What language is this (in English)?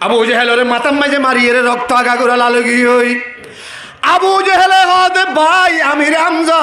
Rohingya